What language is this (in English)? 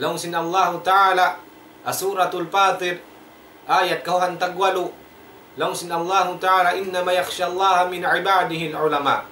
Tausug